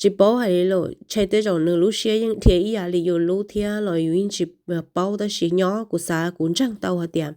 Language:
Hmong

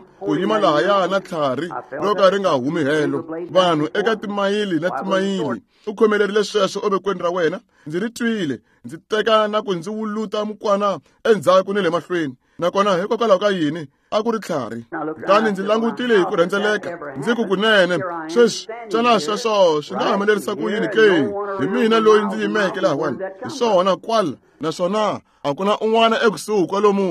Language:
Tsonga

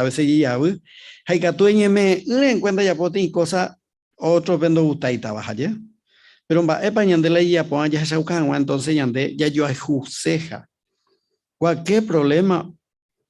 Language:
Guarani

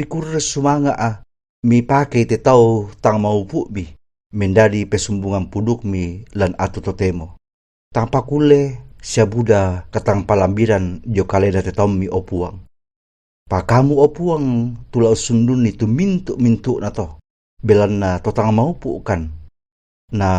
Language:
Toraja-Sa'dan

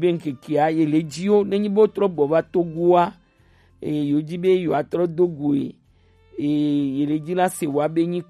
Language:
Gen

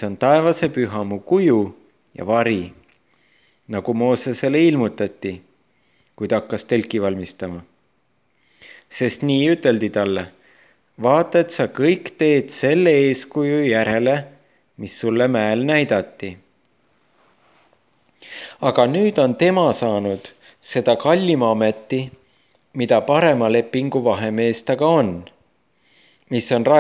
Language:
Estonian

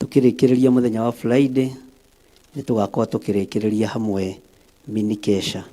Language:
Kikuyu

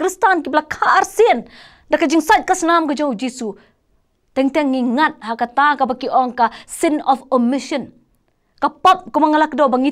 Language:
Khasi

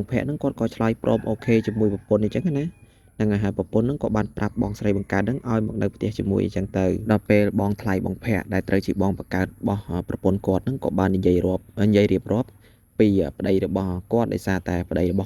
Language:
Khmer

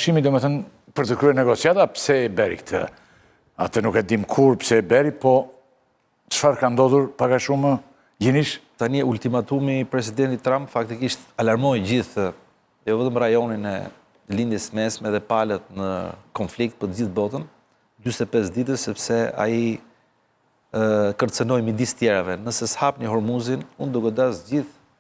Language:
Albanian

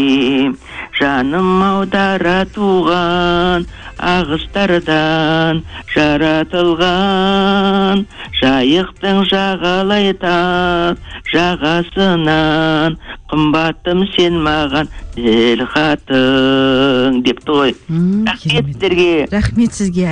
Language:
Kazakh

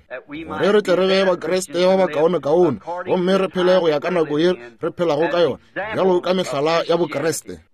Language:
Northern Sotho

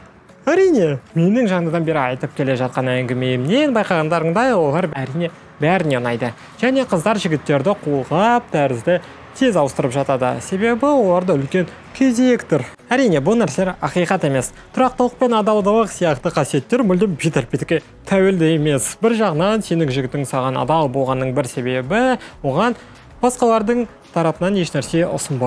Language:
Kazakh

